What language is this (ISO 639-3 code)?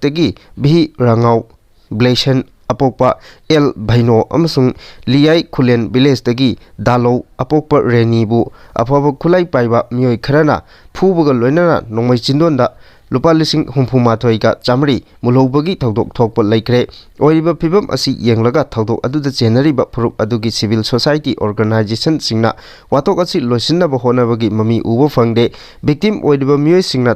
mni